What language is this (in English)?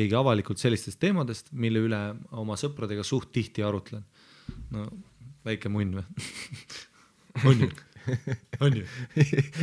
Estonian